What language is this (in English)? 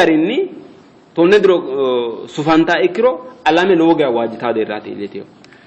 Sidamo